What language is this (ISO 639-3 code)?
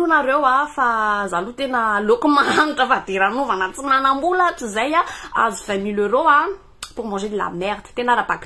mlg